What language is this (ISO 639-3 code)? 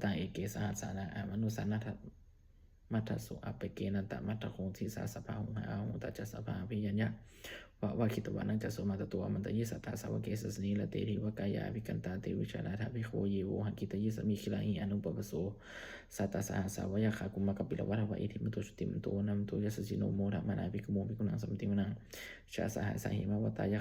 pli